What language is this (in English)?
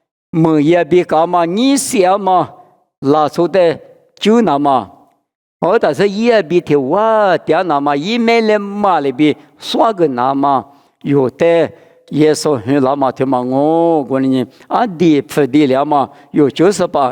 Lisu